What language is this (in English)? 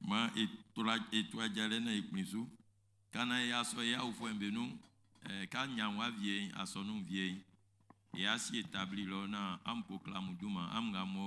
Baoulé